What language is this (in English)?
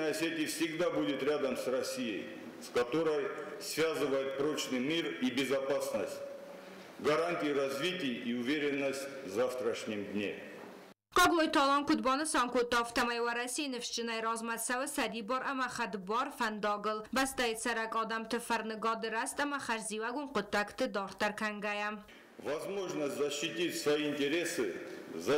Ossetic